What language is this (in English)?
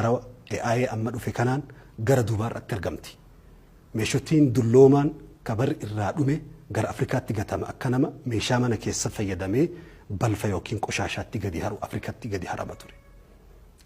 Oromo